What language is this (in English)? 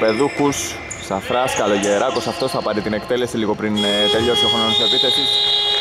Greek